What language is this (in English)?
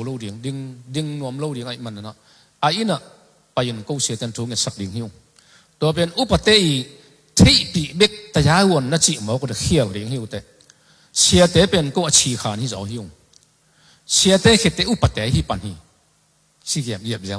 Tedim Chin